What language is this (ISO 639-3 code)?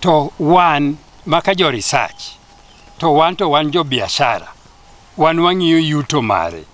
luo